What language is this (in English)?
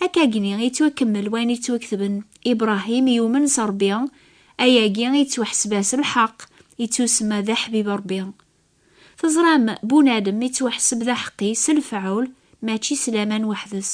Kabyle